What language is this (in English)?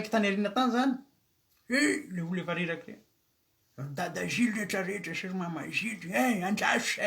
Malagasy